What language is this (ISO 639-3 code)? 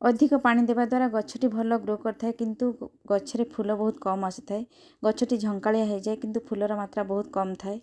ori